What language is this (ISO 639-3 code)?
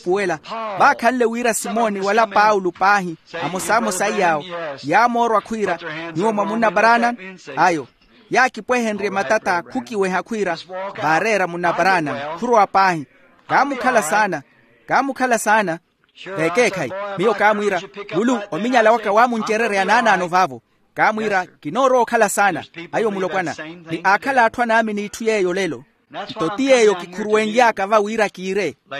vmw